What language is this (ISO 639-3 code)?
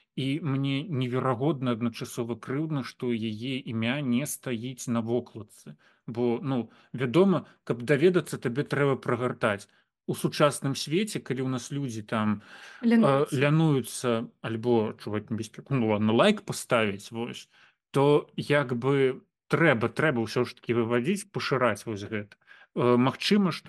bel